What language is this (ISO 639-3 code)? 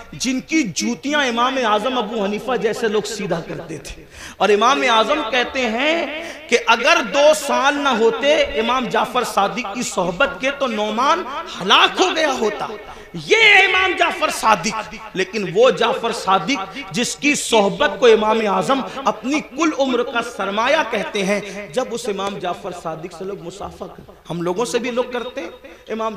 urd